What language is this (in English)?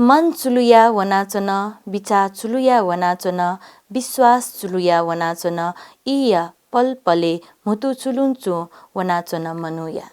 Newari